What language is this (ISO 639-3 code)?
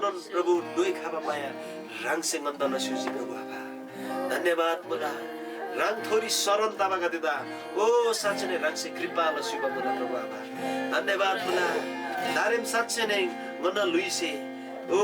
taj